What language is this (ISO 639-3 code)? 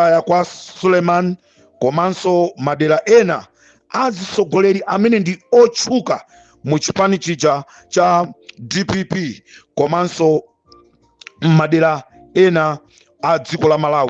nya